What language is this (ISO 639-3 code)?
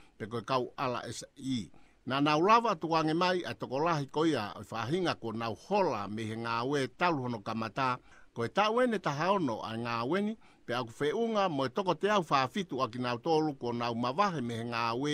ton